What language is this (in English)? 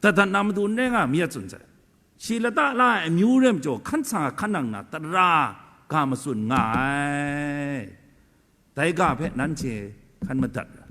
Kachin